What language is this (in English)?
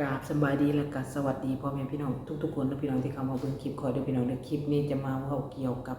Lao